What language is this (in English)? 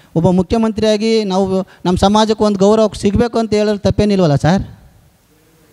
Kannada